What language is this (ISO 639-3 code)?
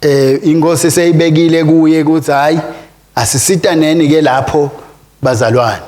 ssw